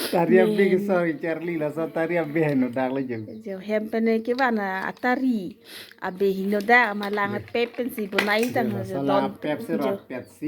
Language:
Karbi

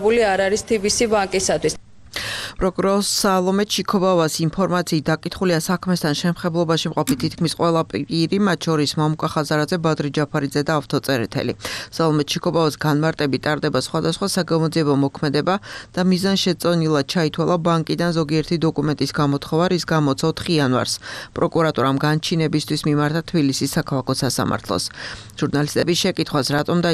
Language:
Georgian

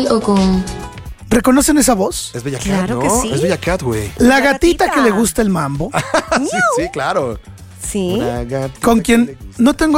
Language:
Spanish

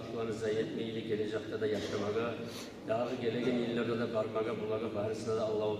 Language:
Kumyk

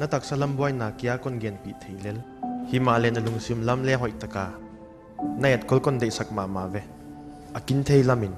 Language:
Paite Chin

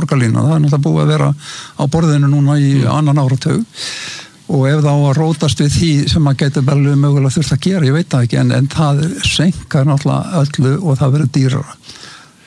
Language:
Icelandic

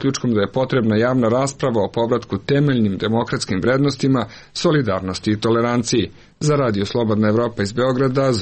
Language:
Serbian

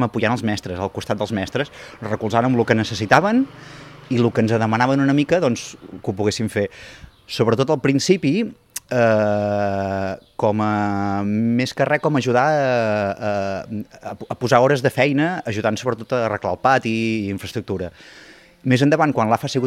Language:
Catalan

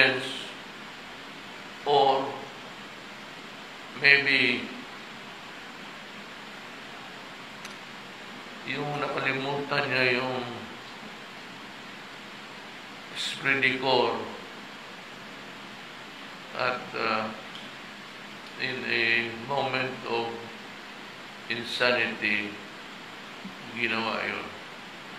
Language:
Filipino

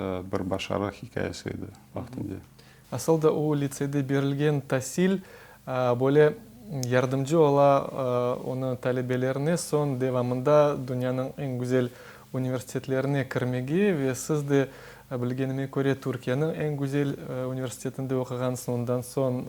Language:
Crimean Tatar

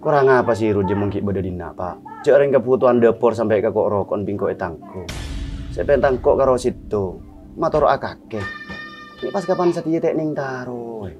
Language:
Madurese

